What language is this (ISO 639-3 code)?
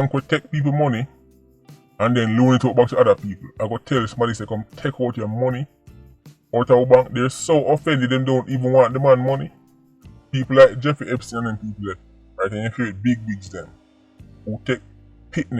jam